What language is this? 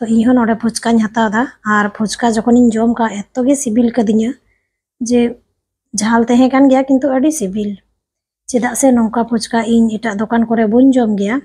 Santali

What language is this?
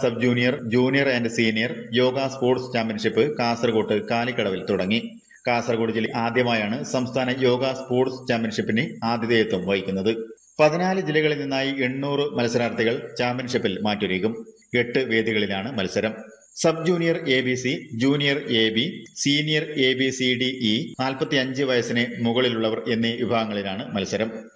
Malayalam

